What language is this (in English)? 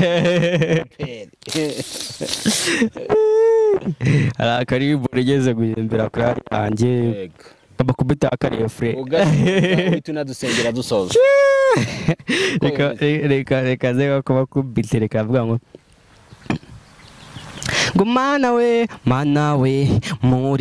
Kinyarwanda